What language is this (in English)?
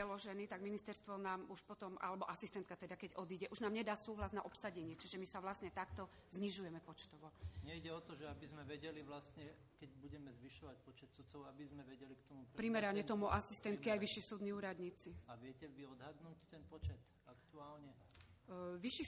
Slovak